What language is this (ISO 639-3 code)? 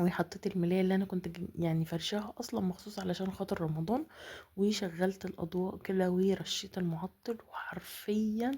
arz